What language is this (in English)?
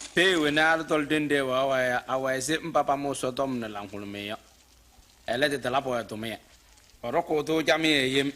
Kabiyè